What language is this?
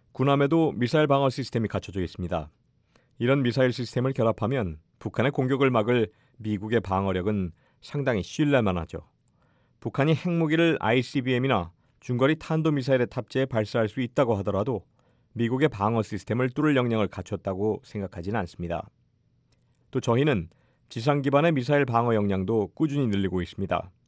Korean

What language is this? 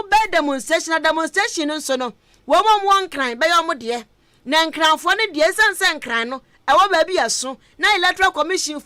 Akan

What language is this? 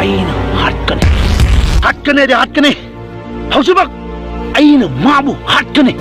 Manipuri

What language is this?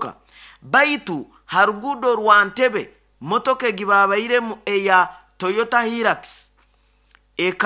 Nyoro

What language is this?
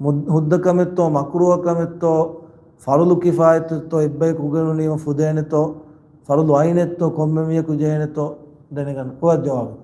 Divehi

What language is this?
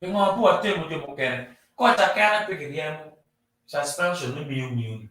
Acoli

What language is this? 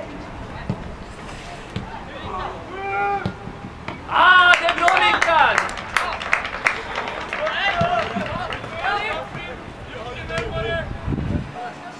Swedish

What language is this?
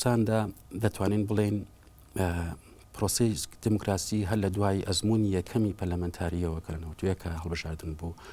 Central Kurdish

